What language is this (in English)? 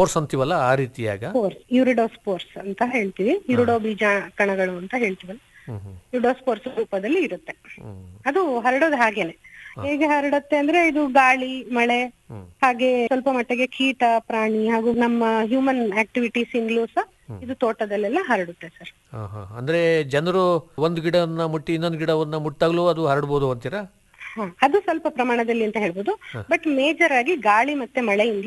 Kannada